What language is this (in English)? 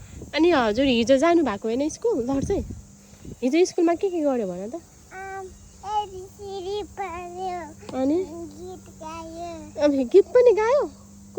Nepali